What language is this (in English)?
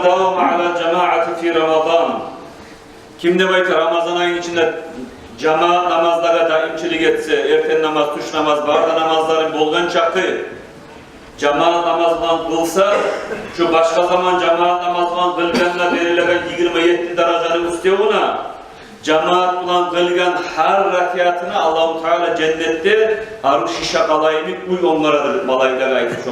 Kumyk